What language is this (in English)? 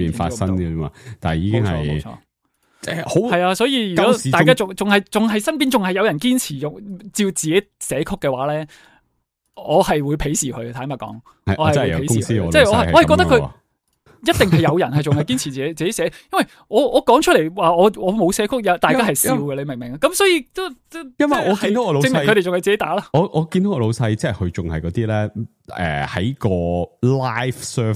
Cantonese